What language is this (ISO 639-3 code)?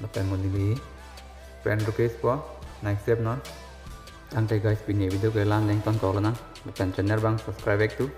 mjw